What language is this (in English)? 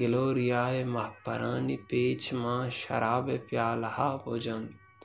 Baluchi